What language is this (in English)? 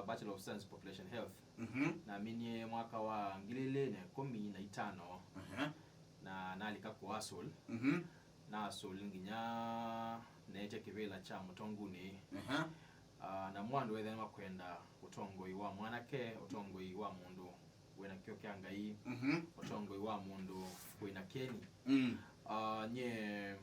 Kamba